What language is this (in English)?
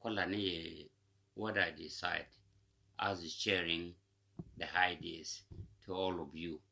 Nuer